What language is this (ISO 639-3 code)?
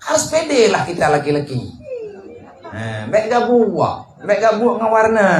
ace